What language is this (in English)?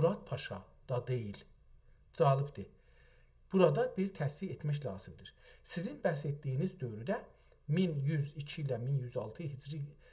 South Azerbaijani